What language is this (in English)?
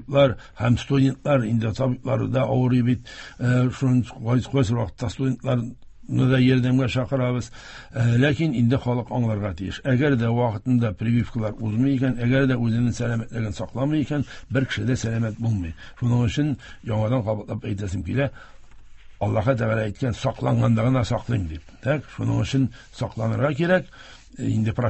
Tatar